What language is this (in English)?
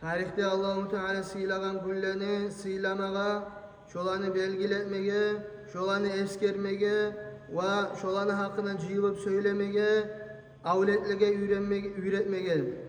Kumyk